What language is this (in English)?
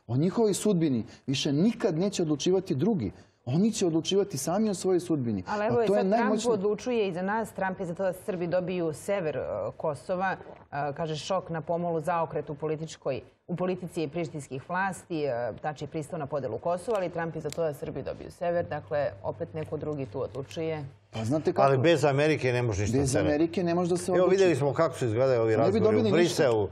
Serbian